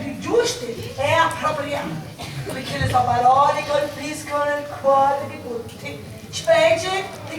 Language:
Sicilian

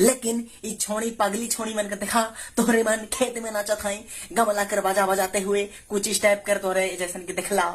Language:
Sadri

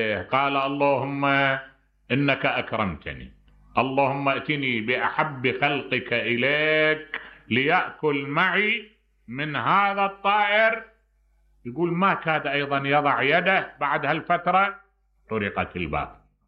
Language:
Mesopotamian Arabic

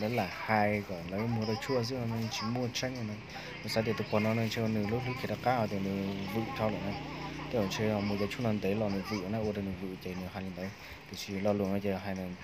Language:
Hmong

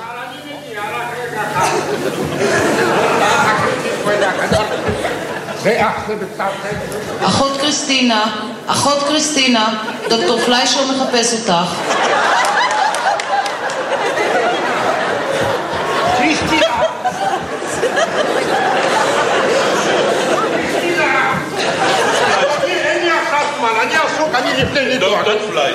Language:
Hebrew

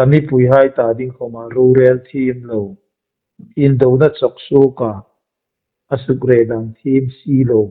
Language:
Hmar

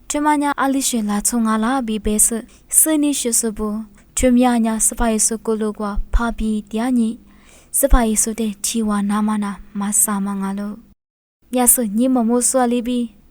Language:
Lisu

